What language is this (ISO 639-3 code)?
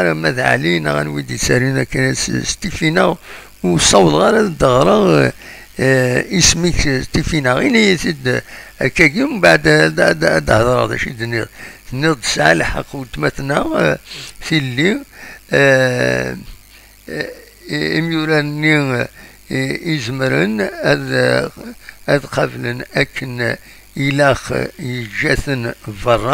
kab